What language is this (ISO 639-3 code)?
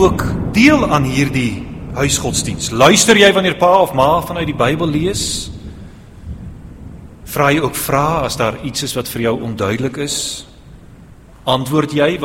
afr